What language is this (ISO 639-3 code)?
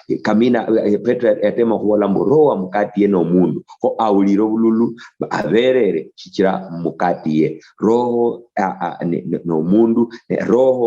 luy